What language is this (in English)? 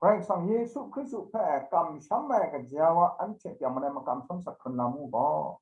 Kachin